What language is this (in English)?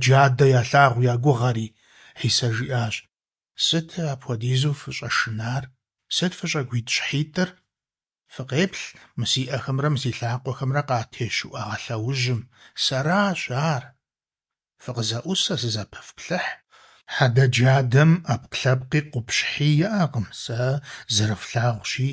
Kabardian